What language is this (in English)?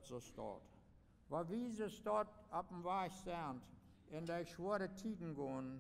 Plautdietsch